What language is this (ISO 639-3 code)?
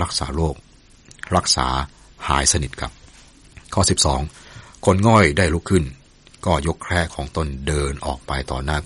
tha